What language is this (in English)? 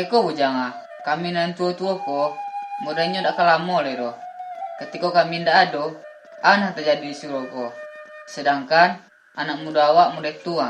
Minangkabau